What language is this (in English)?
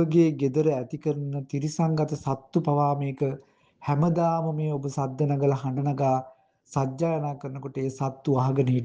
Sinhala